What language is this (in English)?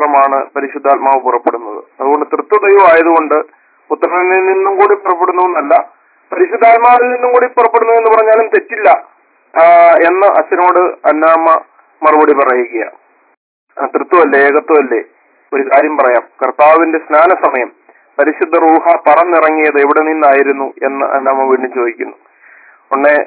Malayalam